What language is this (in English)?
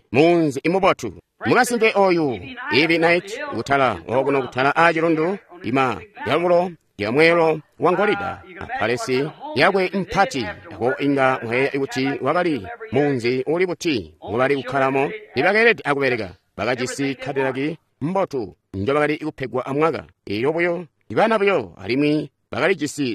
Tonga (Zambia)